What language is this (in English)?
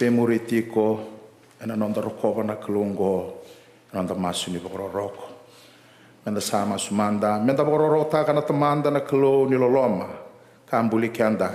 Fijian